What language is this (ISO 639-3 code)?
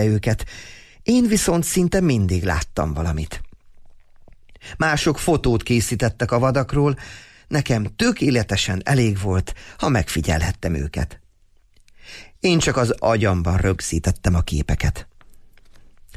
hun